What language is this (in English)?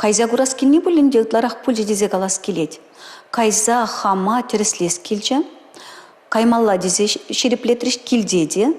Chuvash